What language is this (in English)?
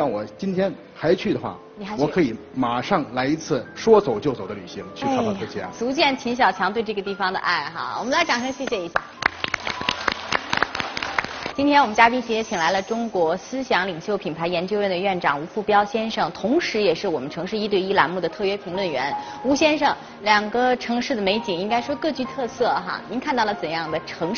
Chinese